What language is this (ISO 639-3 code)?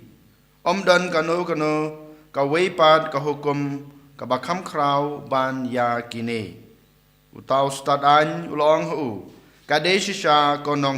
kha